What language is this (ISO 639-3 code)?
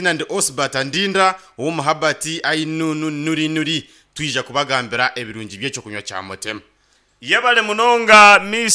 nyn